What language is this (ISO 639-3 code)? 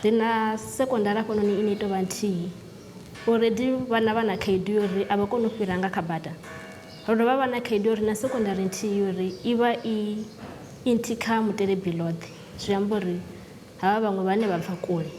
ven